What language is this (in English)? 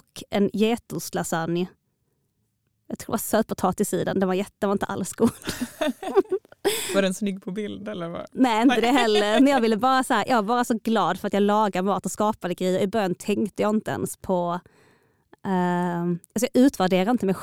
Swedish